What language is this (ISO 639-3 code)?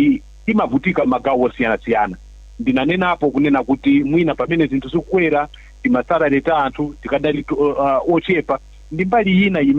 nya